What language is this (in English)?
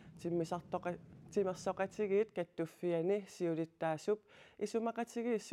Kalaallisut